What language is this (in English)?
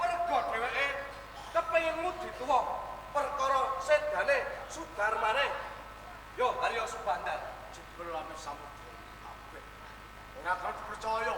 Javanese